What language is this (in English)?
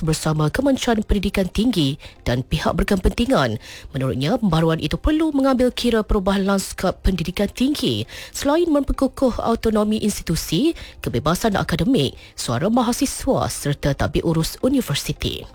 Malay